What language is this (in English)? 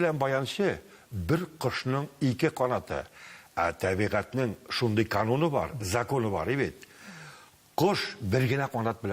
Tatar